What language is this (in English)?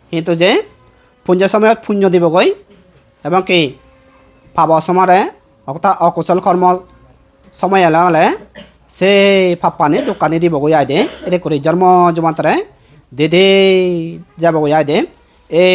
Chakma